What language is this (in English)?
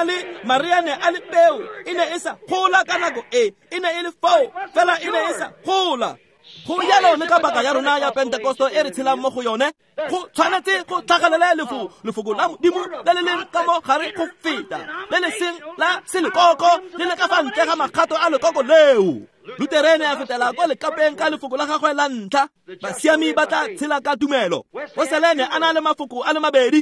Tswana